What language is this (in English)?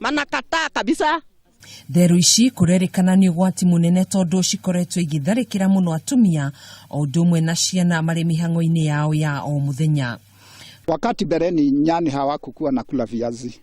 Kikuyu